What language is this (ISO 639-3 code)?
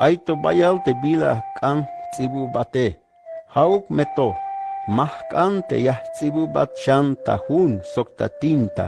tzh